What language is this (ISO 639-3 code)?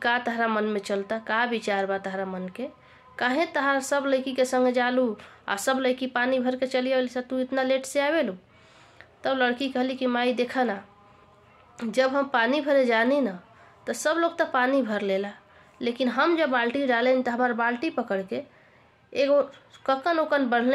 bho